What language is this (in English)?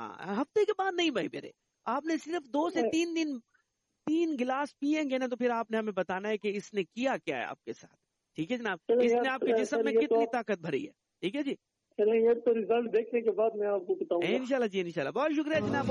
Urdu